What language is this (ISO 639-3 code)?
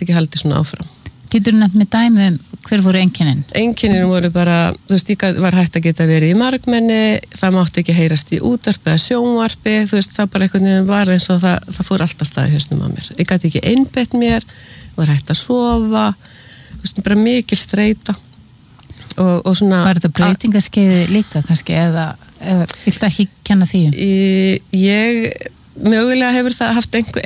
isl